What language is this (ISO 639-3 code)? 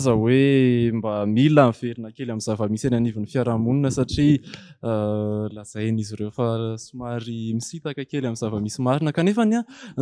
mlg